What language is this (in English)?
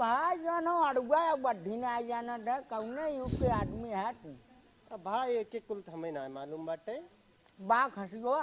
Awadhi